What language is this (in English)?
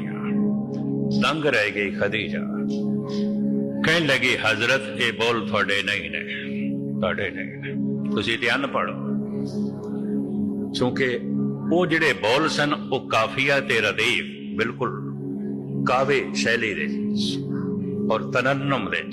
Punjabi